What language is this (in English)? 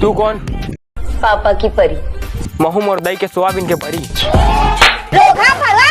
Chhattisgarhi